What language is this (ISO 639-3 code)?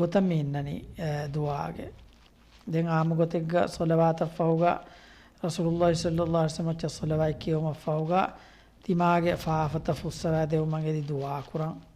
div